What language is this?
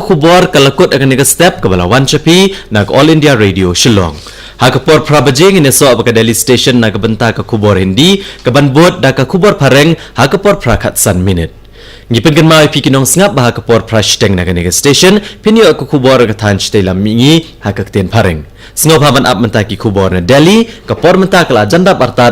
Khasi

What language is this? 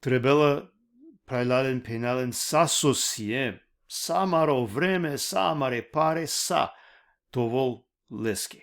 Balkan Romani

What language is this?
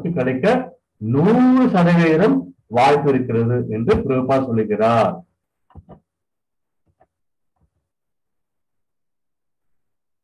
Tamil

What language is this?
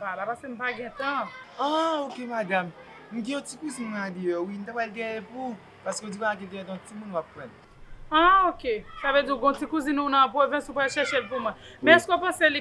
Haitian Creole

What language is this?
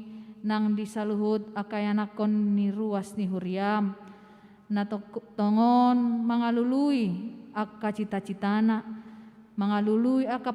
Batak Toba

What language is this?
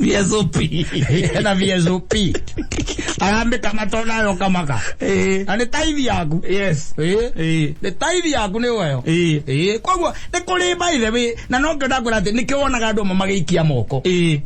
Kikuyu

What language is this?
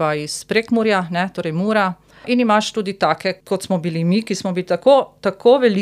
Slovenian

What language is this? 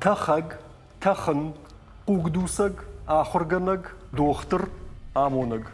Ossetic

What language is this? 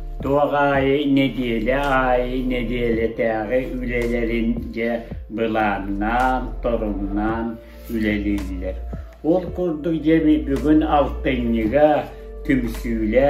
Yakut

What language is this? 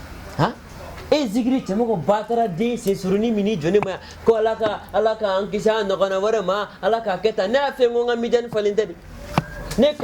Bambara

